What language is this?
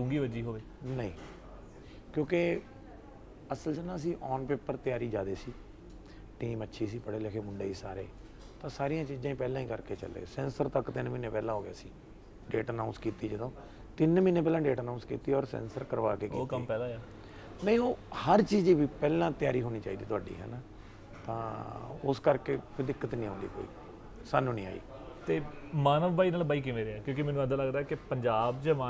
Punjabi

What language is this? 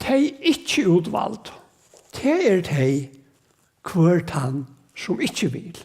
Faroese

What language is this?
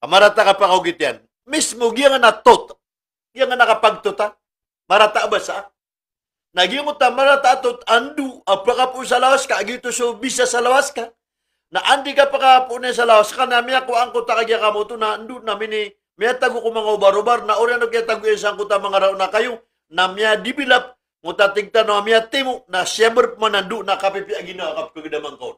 Maranao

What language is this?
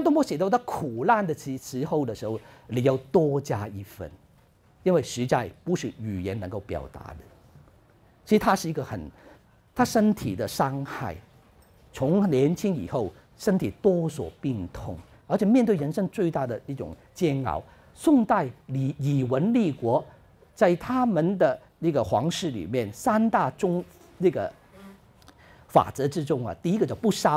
Chinese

